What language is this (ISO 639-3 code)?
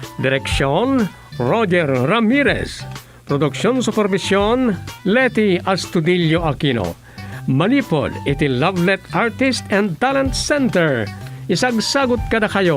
ilo